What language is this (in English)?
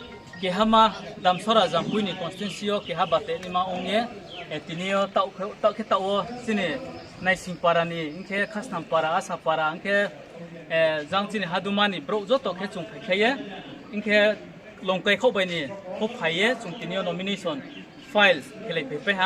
Riang (India)